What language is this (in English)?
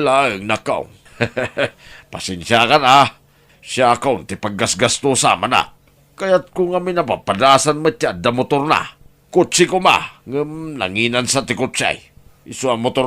Iloko